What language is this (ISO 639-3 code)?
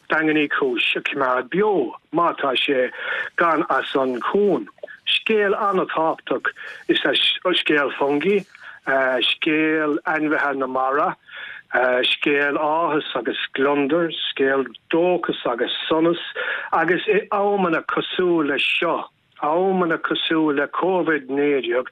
gle